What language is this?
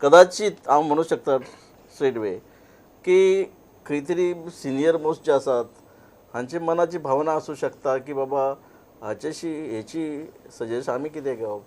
Konkani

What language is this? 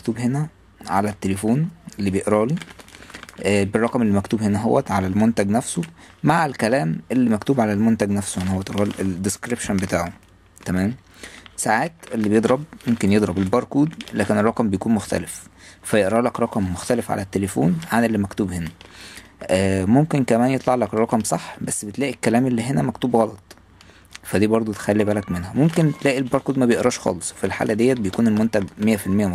Egyptian Arabic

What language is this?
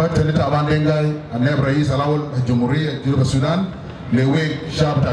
Dinka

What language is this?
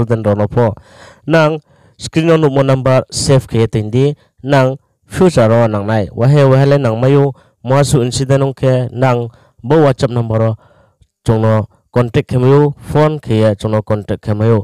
Riang (India)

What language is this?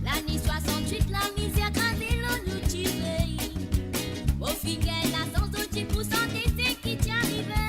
Morisyen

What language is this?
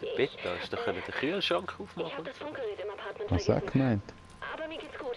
Swiss German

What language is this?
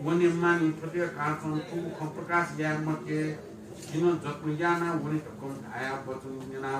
Newari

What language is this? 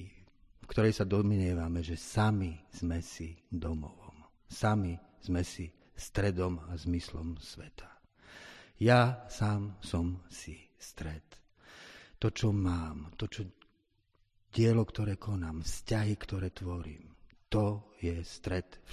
Slovak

